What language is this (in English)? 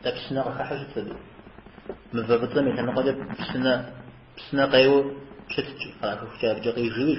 Kabardian